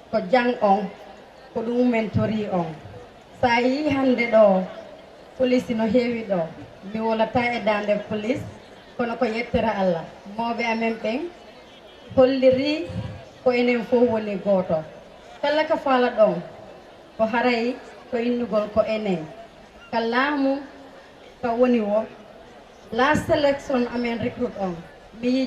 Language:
Fula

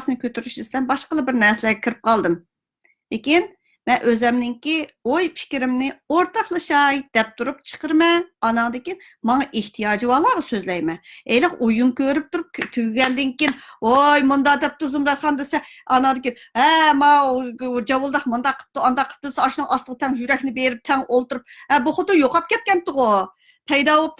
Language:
Uyghur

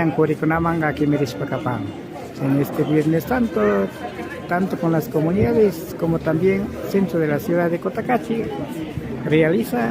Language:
Imbabura Highland Quichua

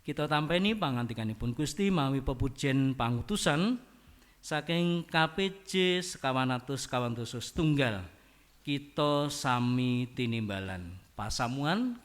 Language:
Javanese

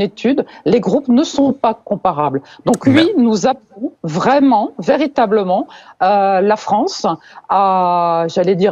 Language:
French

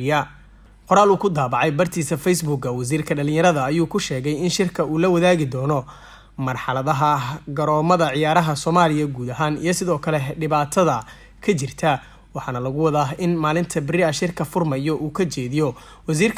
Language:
Somali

